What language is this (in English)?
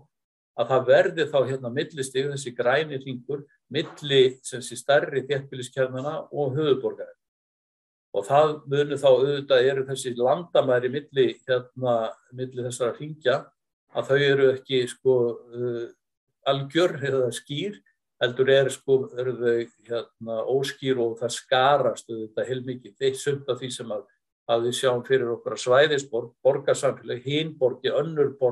Icelandic